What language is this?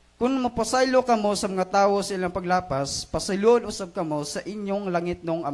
Cebuano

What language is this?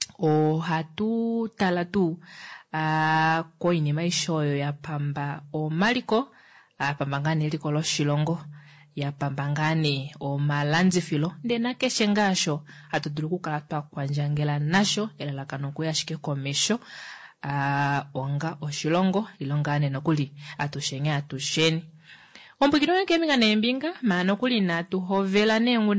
Kuanyama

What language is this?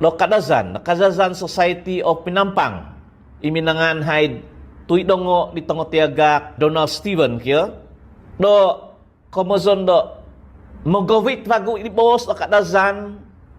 Central Dusun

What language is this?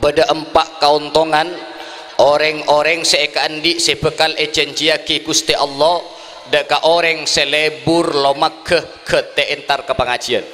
Madurese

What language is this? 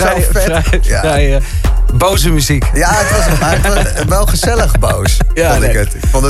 Dutch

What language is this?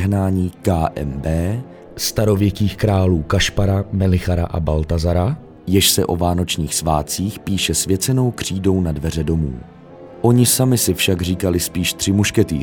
Czech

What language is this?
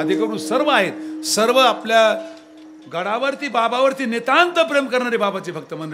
Marathi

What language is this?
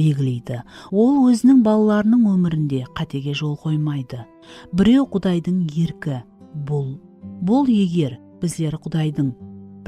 Kara-Kalpak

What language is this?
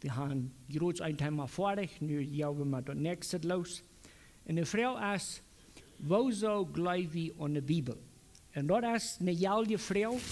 Plautdietsch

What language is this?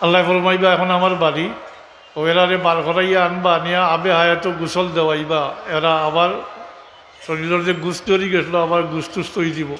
Sylheti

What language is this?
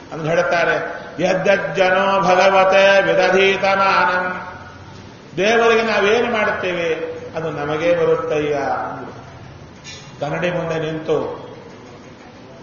Kannada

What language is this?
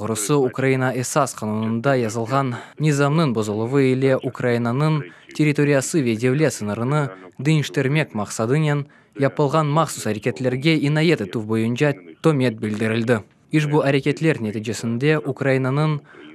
Crimean Tatar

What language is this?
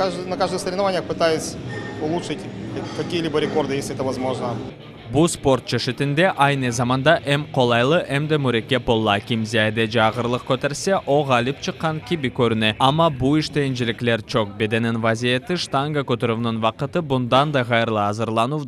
Crimean Tatar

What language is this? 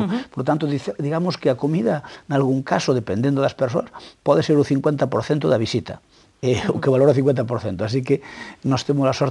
Galician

